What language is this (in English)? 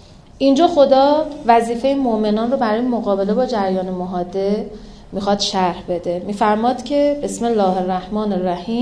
Persian